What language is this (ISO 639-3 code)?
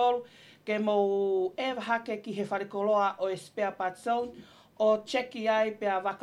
ton